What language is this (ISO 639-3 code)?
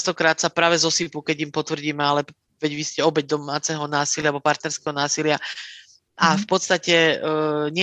slk